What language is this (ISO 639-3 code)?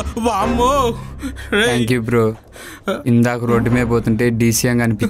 tel